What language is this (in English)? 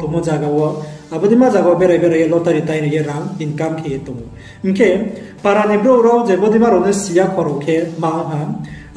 Riang (India)